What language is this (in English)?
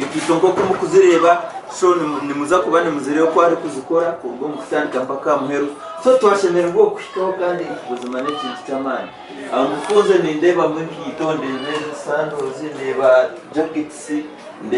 Nyankole